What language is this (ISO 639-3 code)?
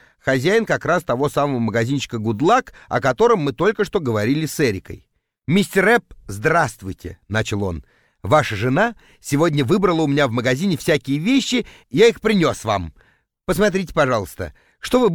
rus